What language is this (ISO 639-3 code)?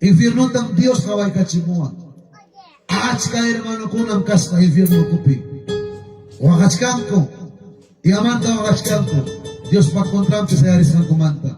quy